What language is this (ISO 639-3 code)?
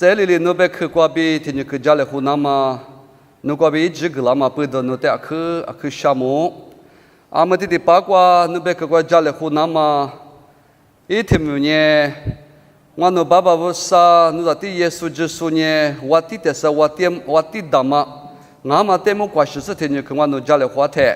lis